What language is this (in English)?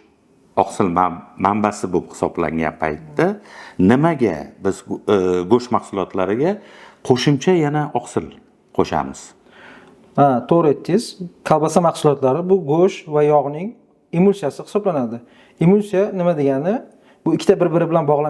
Uzbek